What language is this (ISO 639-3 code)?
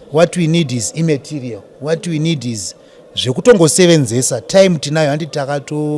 sna